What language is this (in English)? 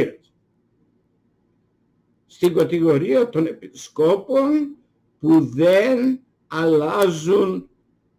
Greek